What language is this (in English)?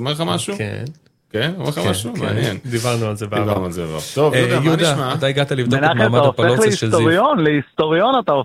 Hebrew